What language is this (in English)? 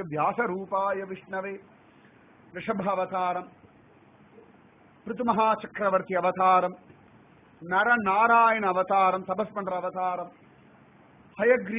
Tamil